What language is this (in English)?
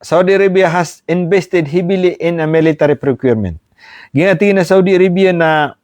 Maranao